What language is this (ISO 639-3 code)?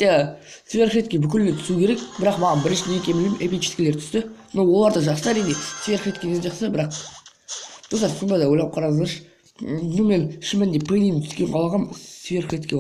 kaz